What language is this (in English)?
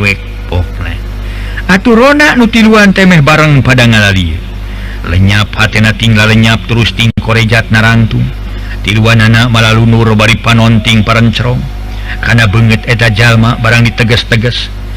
Sundanese